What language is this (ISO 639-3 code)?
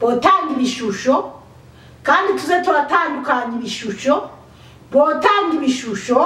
run